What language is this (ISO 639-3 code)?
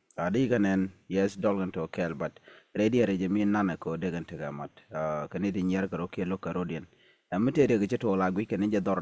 nus